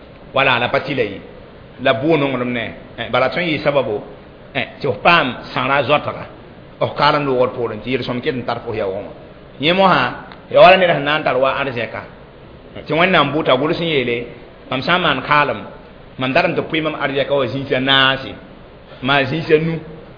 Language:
Mossi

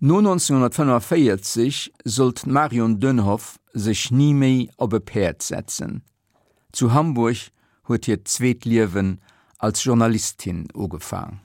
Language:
Luxembourgish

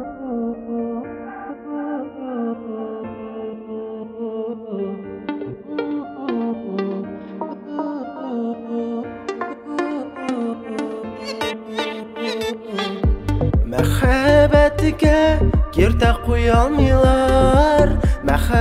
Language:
Tatar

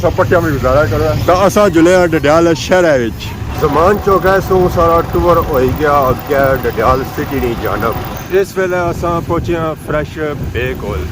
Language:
Pahari-Potwari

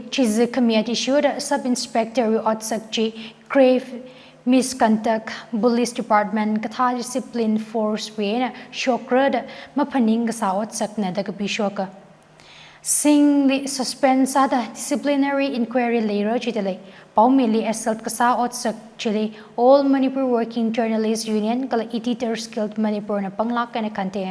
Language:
Tangkhul Naga (India)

